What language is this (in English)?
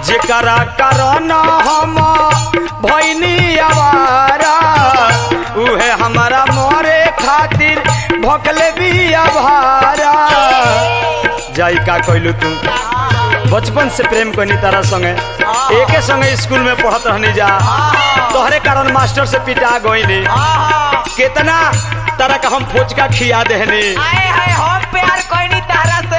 Bhojpuri